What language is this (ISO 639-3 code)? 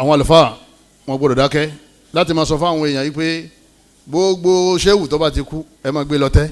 yor